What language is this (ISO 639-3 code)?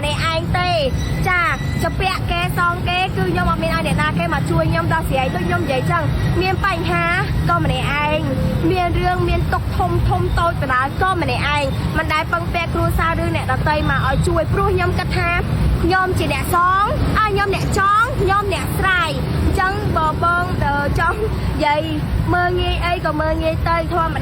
khm